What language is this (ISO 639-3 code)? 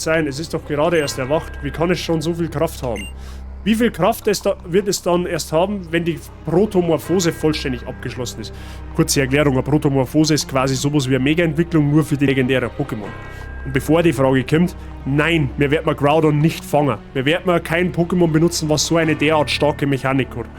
bar